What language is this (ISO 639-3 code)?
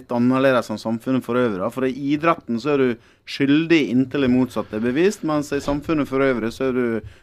nor